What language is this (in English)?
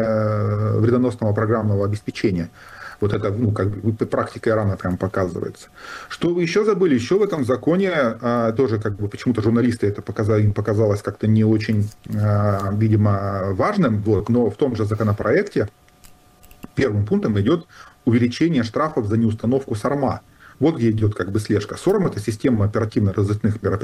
Russian